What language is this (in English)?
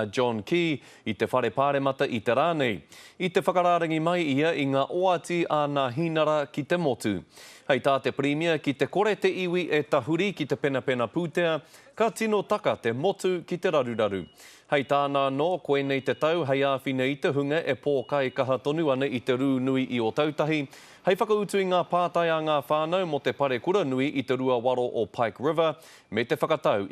Māori